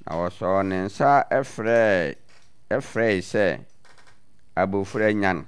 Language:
Akan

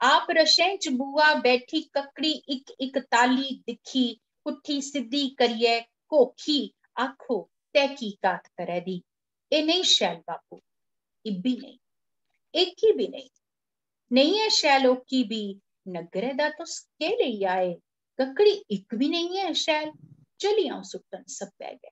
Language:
Dogri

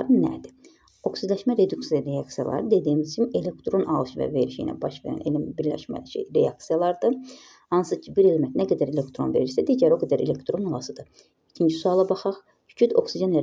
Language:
Azerbaijani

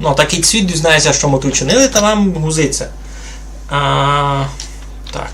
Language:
Rusyn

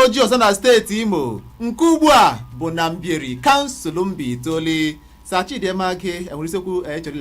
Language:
Igbo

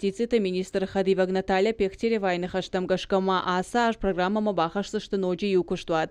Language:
Ossetic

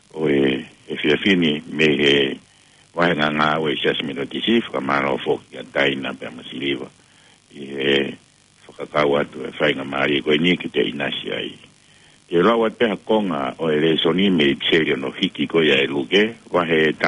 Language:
Tongan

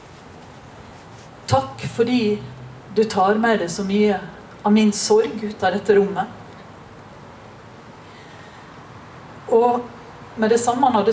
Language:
Norwegian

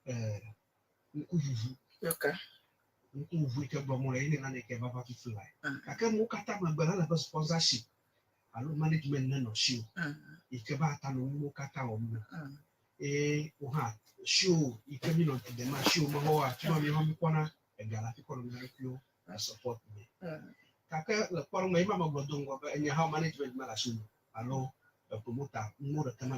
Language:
Ewe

